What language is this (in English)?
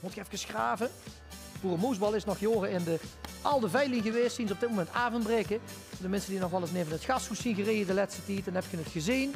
Limburgish